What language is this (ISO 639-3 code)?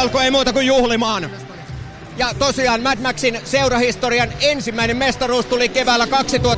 fin